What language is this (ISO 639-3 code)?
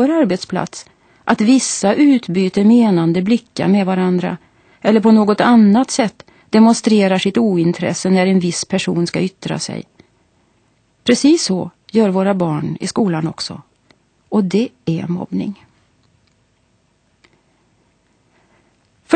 swe